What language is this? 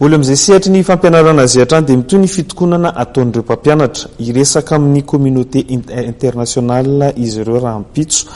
Malagasy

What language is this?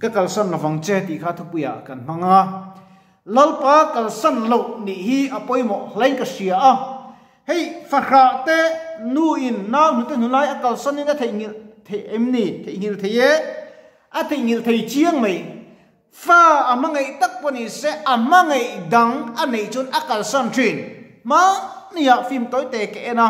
Mizo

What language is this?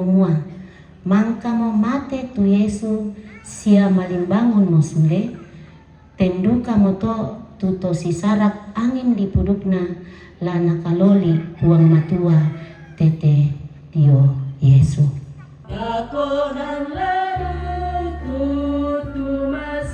Toraja-Sa'dan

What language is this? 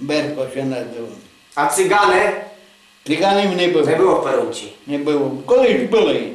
Rusyn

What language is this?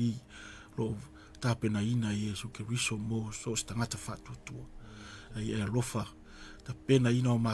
Samoan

